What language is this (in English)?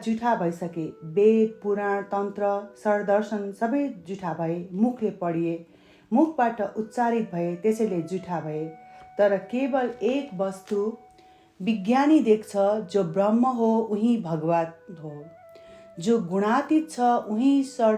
Nepali